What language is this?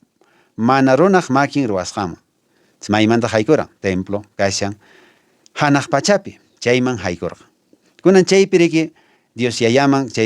Quechua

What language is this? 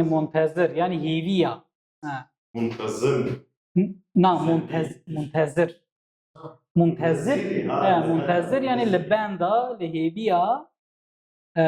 Kurdish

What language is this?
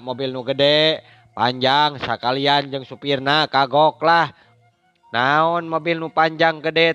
Sundanese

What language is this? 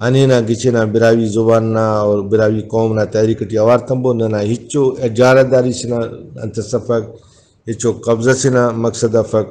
Brahui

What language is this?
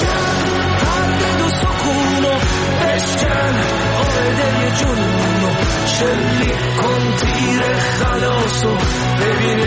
Persian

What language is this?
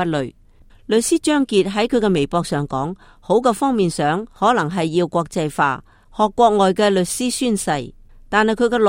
Cantonese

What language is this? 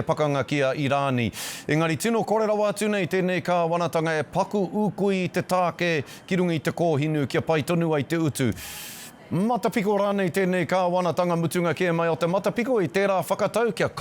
Māori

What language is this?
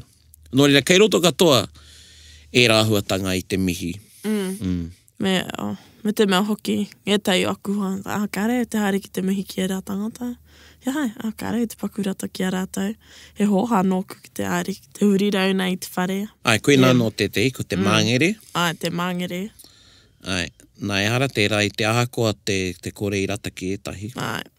Māori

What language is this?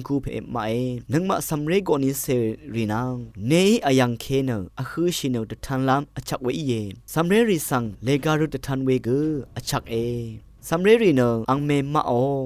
Rawang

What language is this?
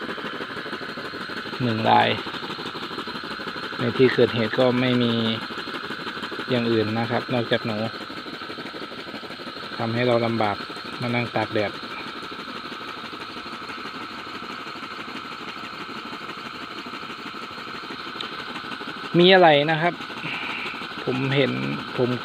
Thai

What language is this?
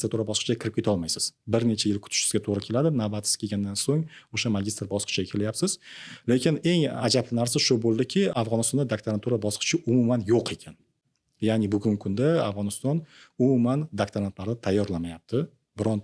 Uzbek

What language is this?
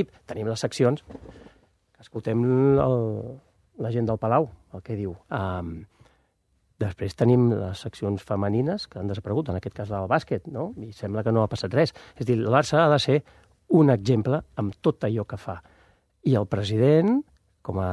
Catalan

